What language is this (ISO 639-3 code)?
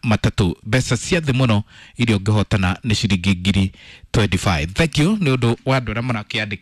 kik